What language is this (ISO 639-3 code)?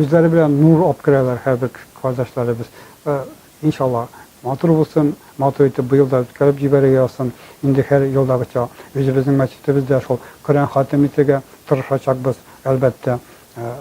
tat